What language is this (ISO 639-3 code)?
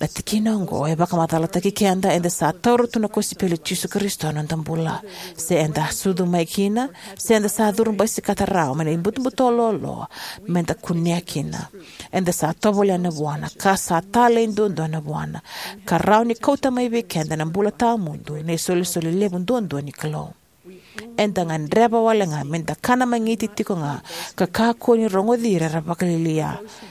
fij